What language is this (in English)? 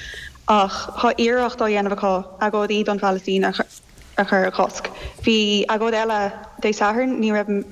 Irish